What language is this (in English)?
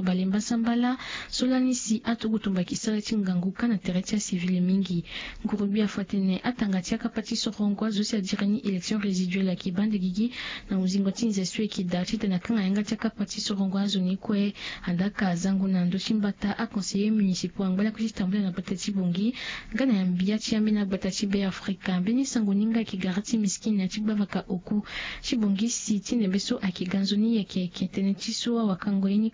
Sango